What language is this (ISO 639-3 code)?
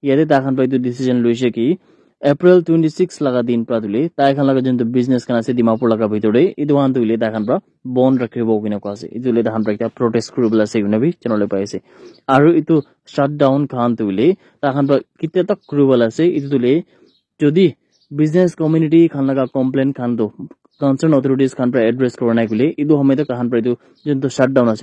nag